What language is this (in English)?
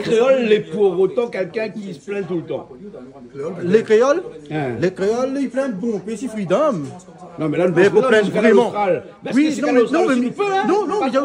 Réunion Creole French